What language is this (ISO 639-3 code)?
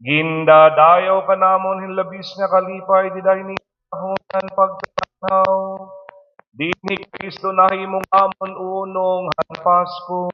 war